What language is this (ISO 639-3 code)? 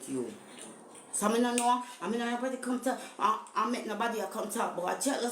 jam